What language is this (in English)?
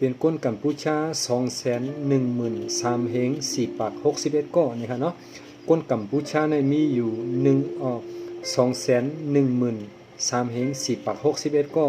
Shan